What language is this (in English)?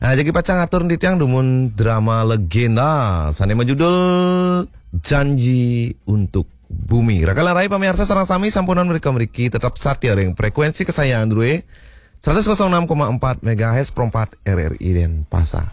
Balinese